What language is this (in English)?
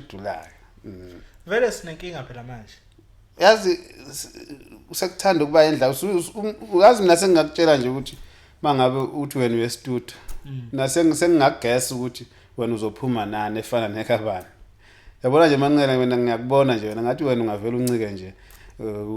Zulu